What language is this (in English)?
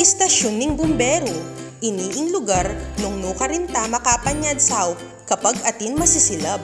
Pampanga